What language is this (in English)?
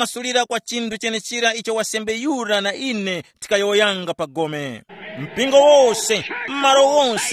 Tumbuka